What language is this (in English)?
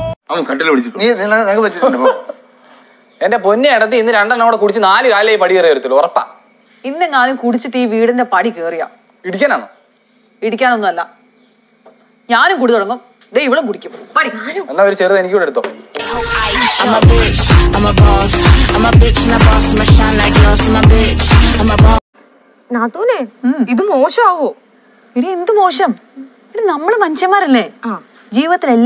Malayalam